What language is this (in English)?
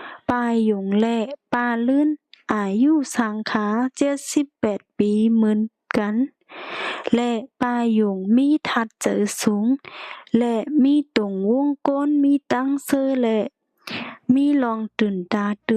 Shan